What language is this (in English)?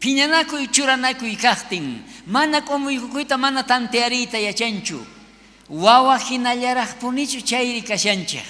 South Bolivian Quechua